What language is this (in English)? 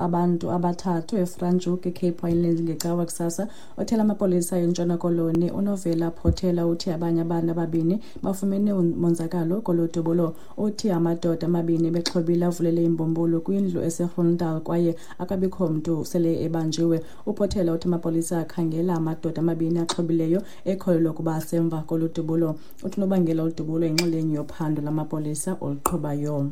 Xhosa